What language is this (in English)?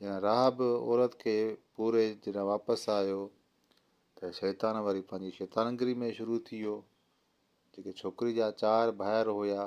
Sindhi